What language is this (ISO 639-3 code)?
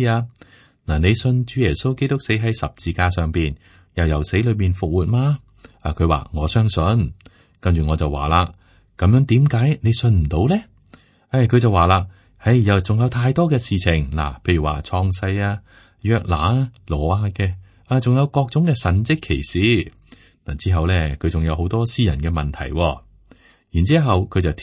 yue